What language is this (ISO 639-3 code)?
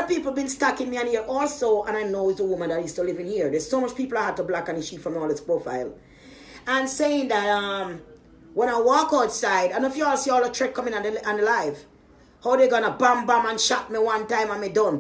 jam